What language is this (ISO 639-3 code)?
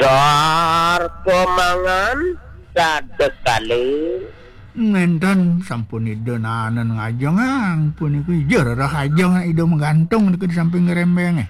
ban